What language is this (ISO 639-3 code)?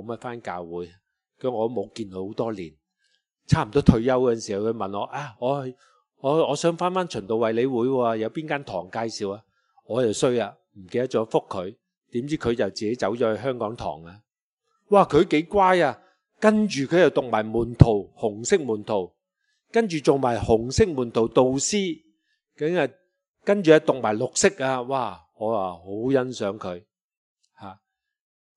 yue